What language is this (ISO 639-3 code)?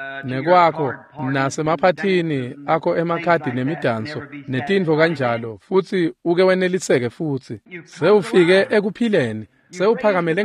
ssw